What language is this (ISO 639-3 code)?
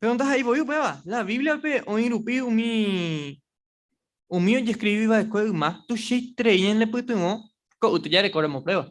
grn